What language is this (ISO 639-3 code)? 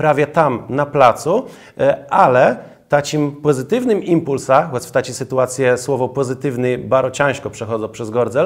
csb